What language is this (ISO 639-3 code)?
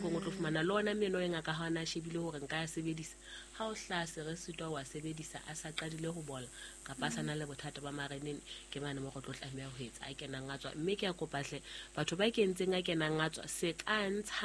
sot